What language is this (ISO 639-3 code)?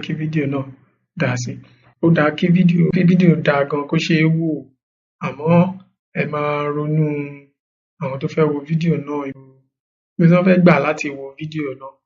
yor